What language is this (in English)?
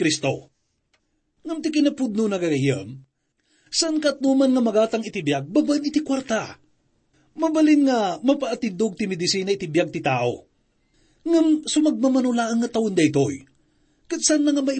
Iloko